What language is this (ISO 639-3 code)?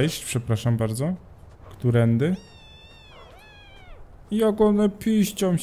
pol